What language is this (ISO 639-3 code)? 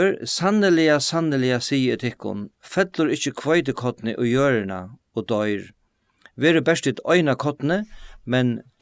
fao